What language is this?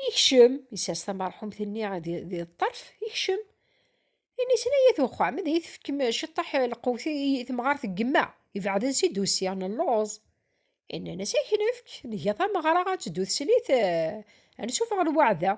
Kabyle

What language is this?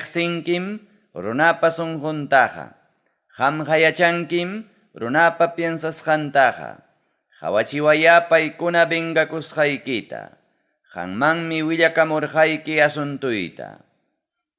Ayacucho Quechua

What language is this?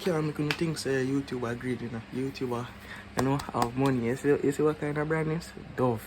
Jamaican Creole English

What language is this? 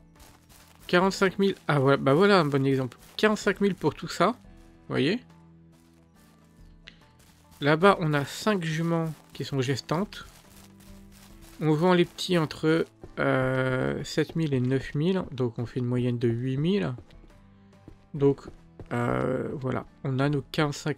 French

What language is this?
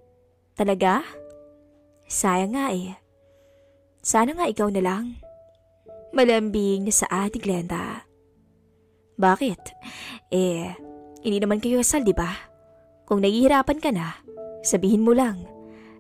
Filipino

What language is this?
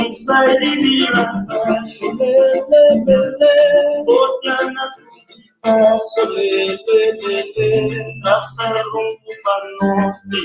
Kabuverdianu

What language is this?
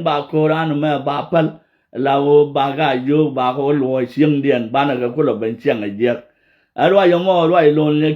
Nuer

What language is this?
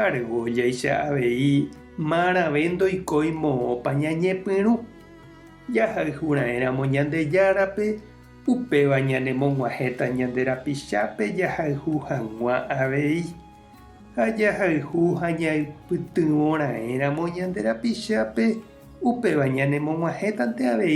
Guarani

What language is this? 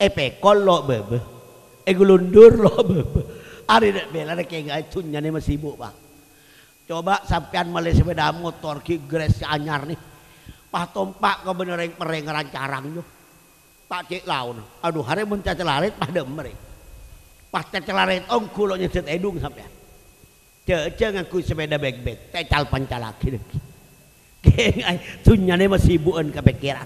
Madurese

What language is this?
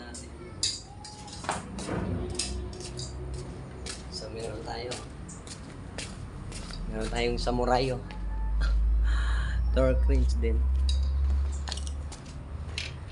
Filipino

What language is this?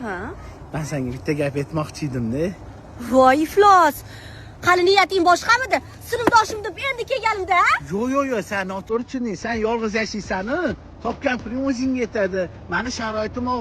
Uzbek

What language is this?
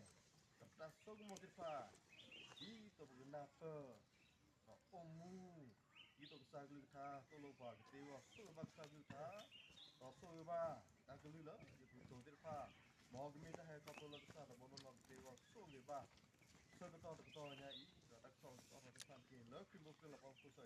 S'gaw Karen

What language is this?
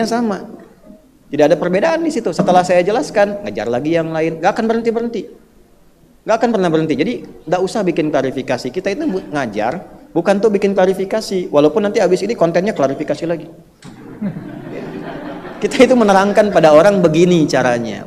Indonesian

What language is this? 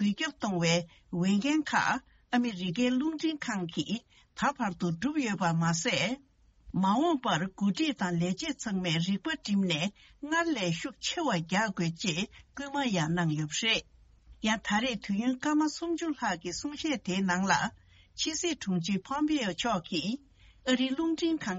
Tibetan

